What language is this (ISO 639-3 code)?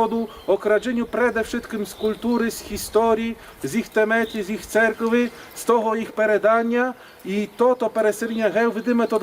rue